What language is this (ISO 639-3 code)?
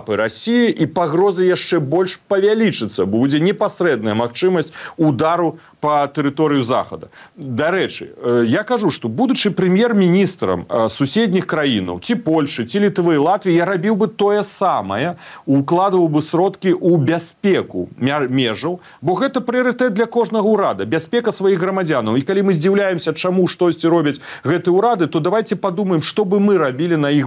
bel